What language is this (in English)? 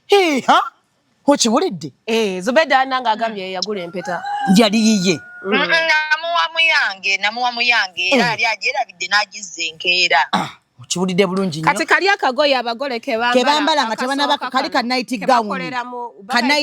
Ganda